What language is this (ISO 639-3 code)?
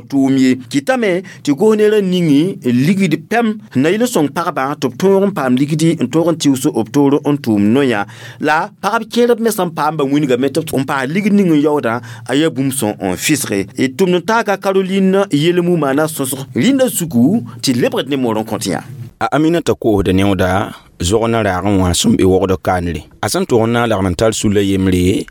mos